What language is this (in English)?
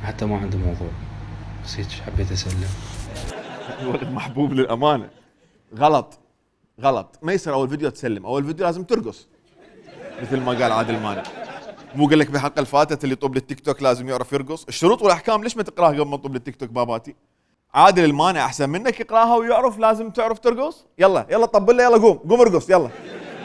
Mesopotamian Arabic